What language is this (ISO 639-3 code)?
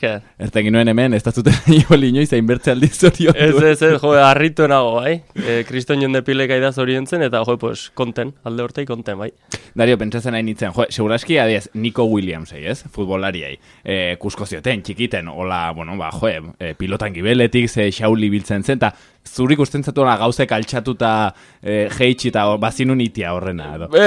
eus